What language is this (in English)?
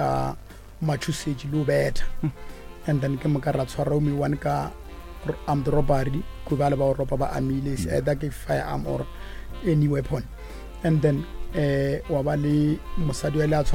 Northern Sotho